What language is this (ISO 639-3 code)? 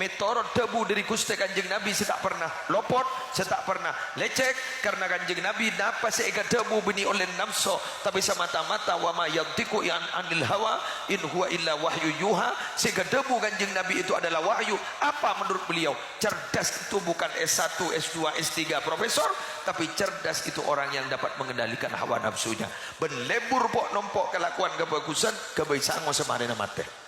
mad